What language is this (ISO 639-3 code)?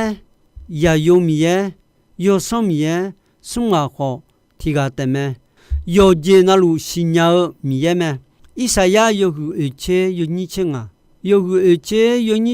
ahk